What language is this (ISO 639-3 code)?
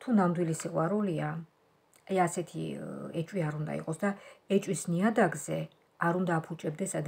kat